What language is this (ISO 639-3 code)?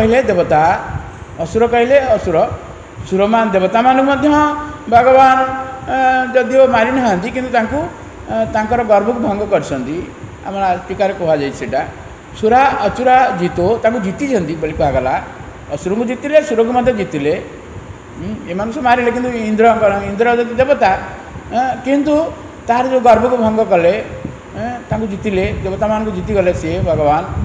ori